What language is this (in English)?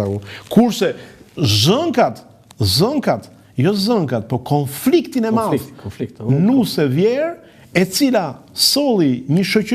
Albanian